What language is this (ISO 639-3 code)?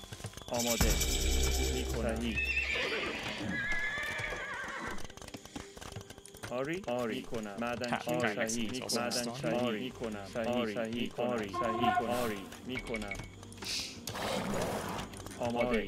fas